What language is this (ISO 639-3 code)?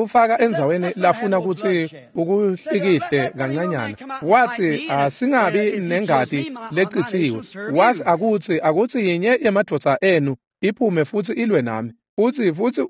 ssw